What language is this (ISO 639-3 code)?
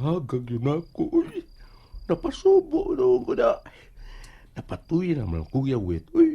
ceb